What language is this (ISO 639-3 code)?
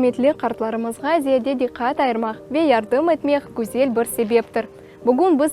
crh